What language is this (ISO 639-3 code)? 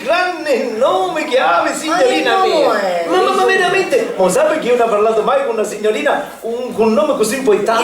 scn